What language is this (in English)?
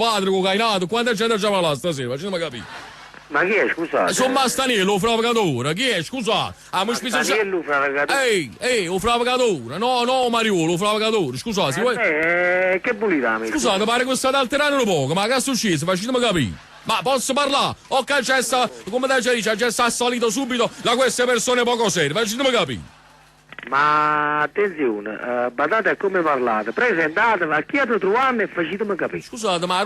Neapolitan